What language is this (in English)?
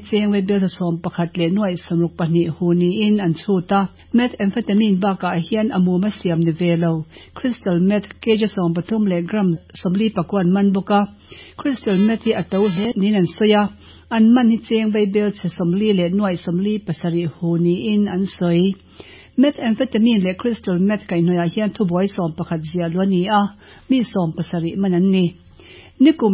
Mizo